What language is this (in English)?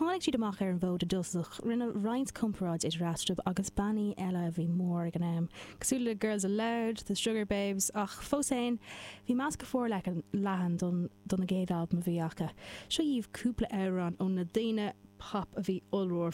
Irish